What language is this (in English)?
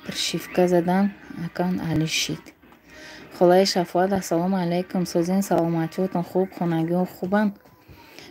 Tajik